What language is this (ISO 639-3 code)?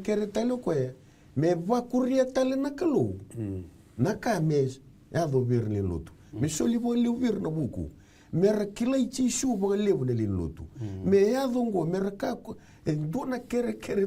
fij